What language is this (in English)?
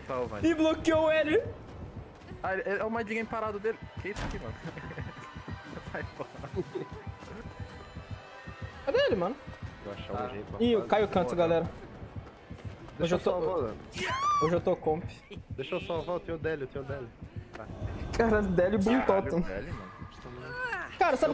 Portuguese